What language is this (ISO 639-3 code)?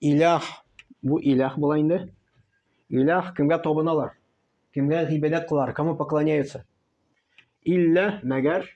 tat